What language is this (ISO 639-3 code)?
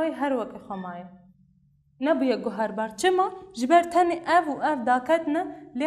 kur